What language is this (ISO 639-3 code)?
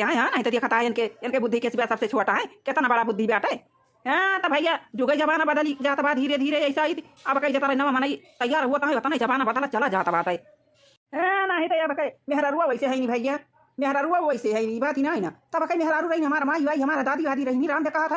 awa